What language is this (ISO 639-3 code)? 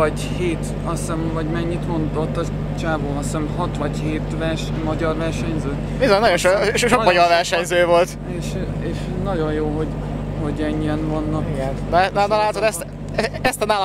hun